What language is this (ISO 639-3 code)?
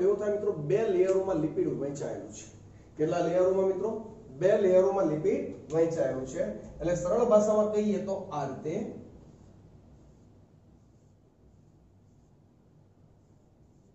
guj